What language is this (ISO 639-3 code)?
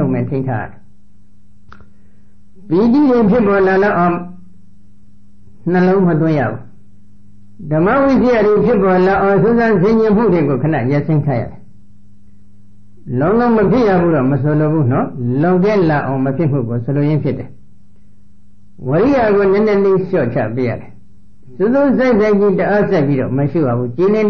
mya